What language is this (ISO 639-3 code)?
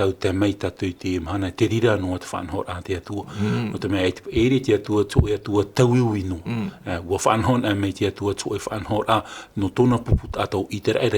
tah